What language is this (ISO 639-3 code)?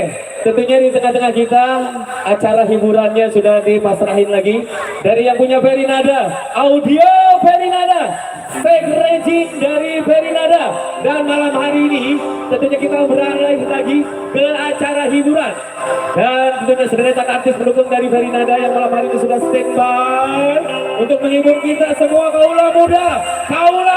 bew